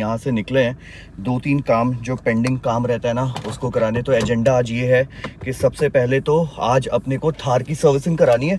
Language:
Hindi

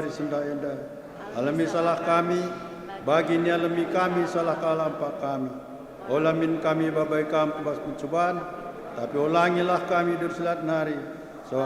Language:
Batak Karo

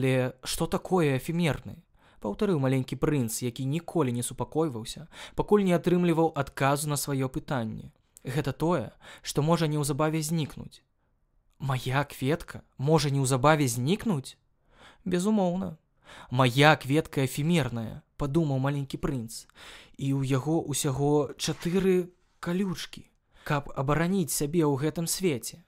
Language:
Belarusian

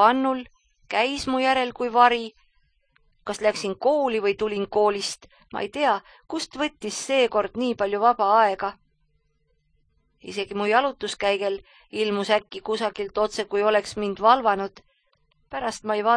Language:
Estonian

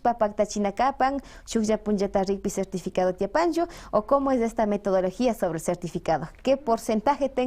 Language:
Imbabura Highland Quichua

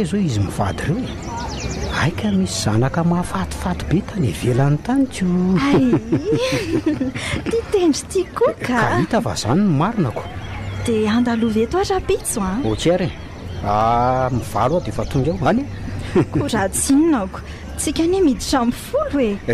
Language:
Malagasy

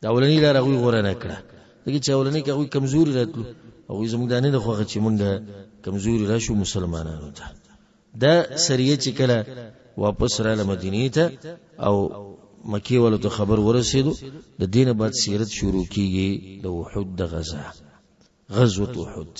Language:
Pashto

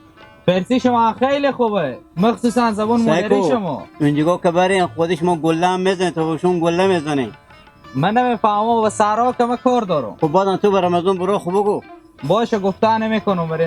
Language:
Hazaragi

